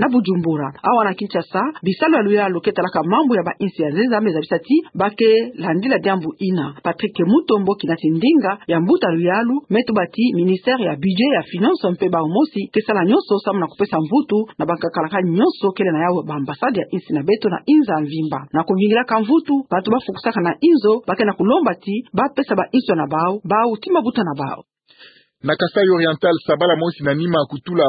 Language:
Kituba (Democratic Republic of Congo)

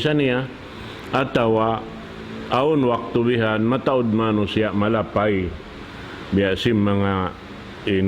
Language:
Tausug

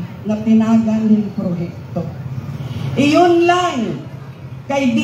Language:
Waray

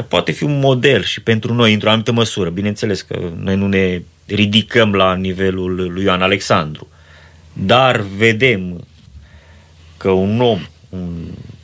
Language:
Romanian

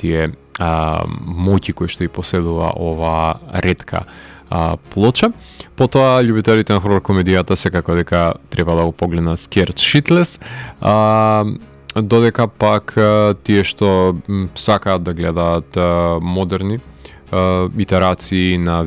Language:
Macedonian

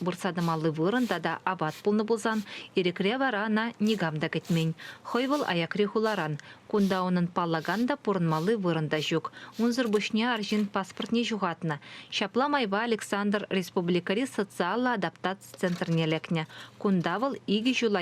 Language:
Chuvash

